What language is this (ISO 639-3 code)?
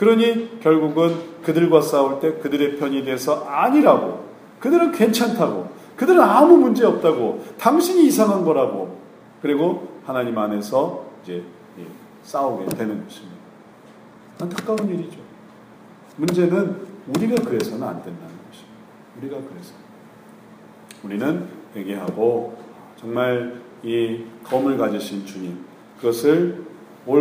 kor